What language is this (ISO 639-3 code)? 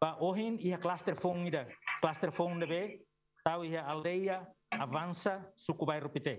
tet